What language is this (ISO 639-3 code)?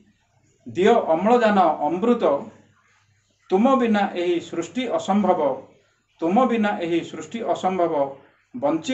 ori